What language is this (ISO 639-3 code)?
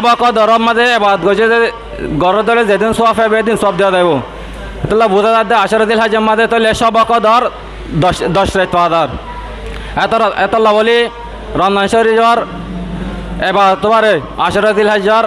rhg